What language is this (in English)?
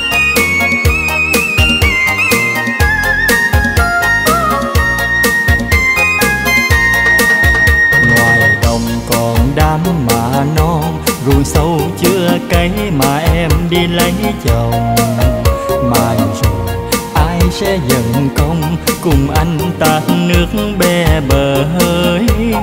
Vietnamese